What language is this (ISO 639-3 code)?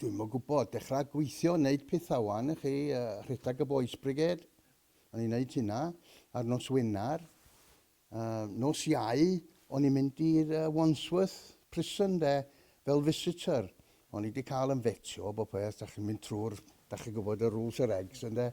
cym